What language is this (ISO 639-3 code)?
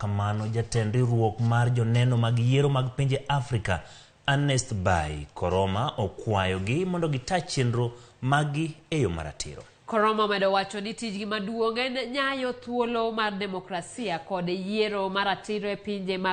luo